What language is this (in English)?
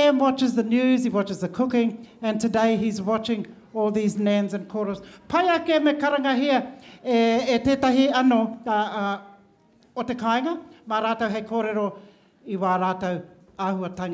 Māori